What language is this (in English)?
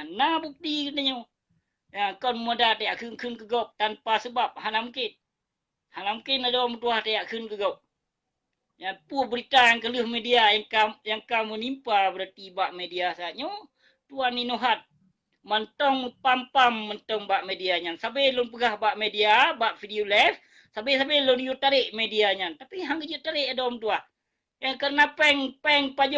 Achinese